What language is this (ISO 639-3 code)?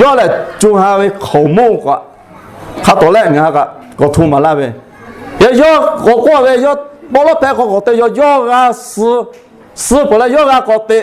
lhu